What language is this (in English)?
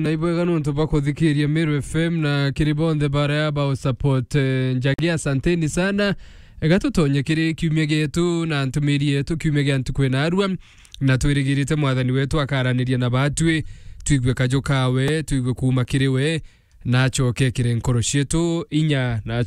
Meru